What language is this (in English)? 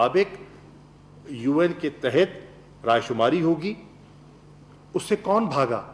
Urdu